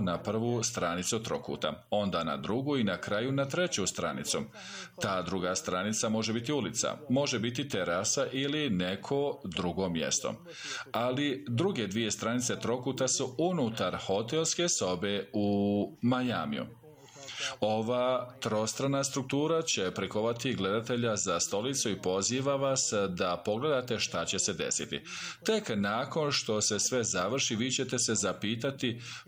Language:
Bosnian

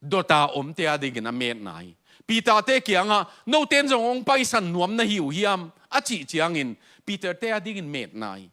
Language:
Tedim Chin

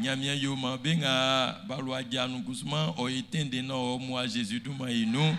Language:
Baoulé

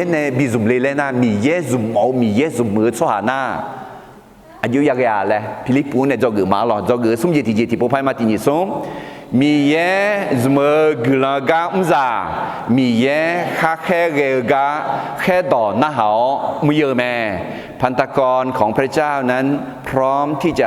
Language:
Akha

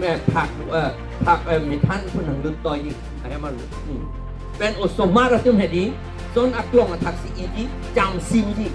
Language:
Karbi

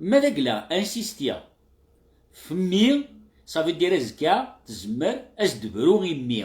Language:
Kabyle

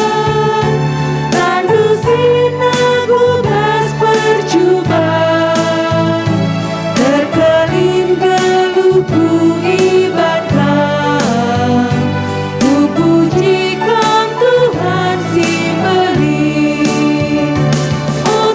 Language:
Batak Karo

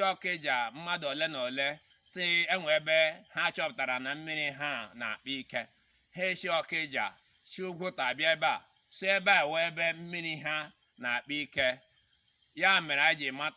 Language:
Igbo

